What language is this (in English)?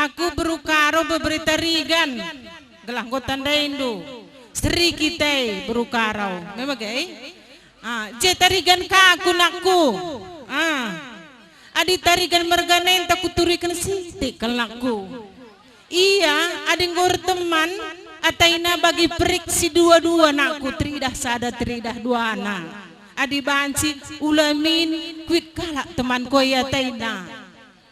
Batak Karo